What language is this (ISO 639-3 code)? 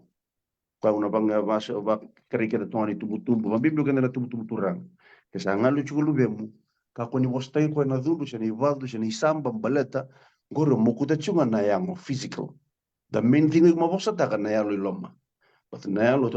fij